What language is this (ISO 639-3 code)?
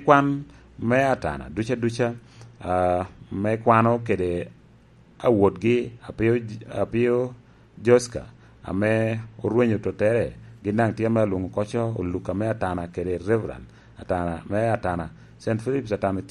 laj